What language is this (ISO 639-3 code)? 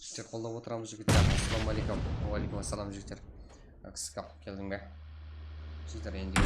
kaa